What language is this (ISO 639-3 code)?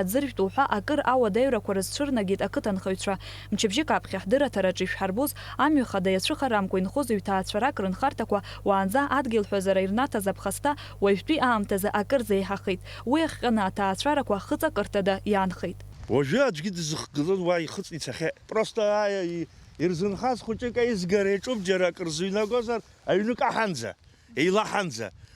abk